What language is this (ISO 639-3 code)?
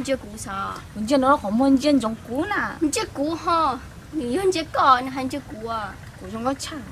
hmn